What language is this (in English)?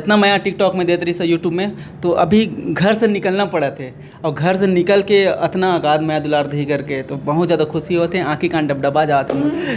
Chhattisgarhi